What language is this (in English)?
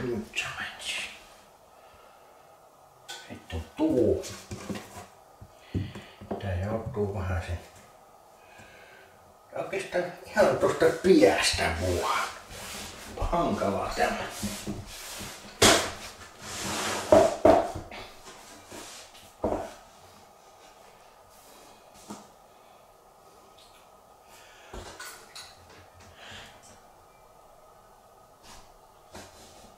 Finnish